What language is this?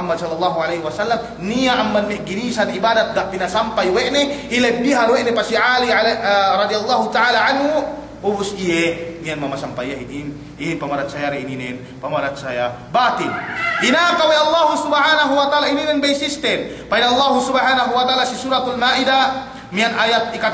Yakan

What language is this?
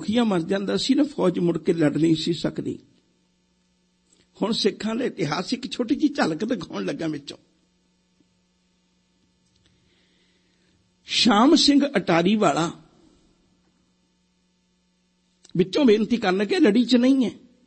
Punjabi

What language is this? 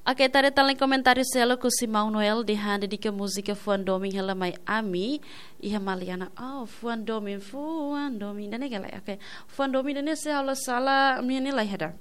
Tetum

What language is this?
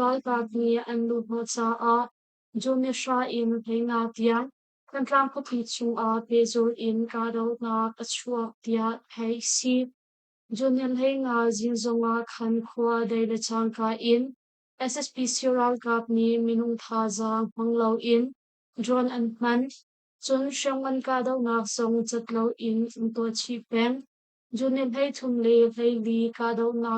Hakha Chin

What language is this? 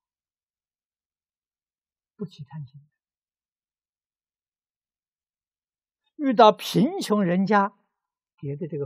Chinese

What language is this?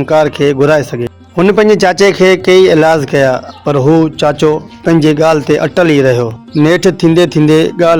Sindhi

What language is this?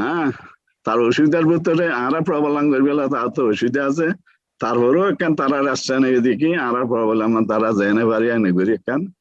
Rohingya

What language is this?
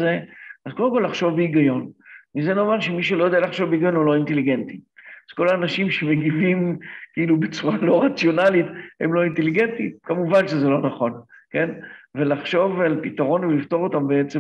Hebrew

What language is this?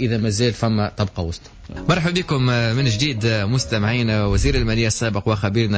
Tunisian Arabic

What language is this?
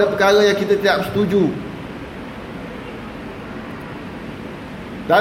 Malay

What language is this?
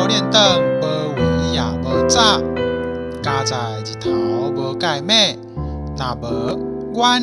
Min Nan Chinese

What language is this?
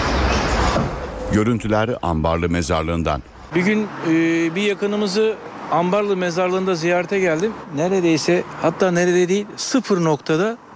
Turkish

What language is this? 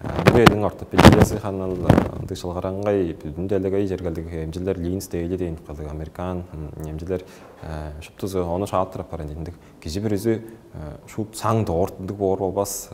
Tuvinian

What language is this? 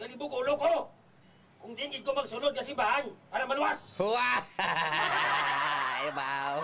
Hiligaynon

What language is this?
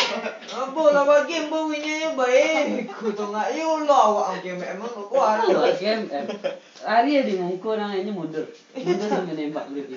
Minangkabau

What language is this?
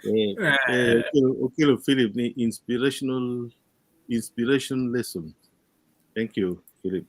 Acoli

